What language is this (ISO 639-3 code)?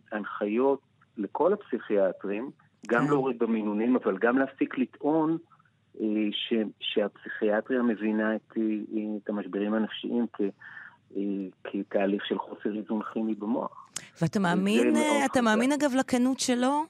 heb